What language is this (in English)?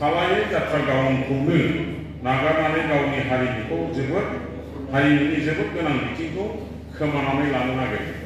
Bodo